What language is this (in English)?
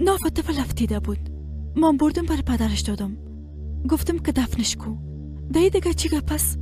Persian